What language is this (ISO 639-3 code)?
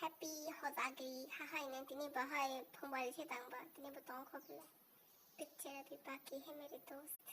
trp